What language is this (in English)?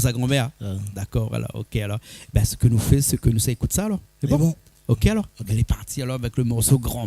Réunion Creole French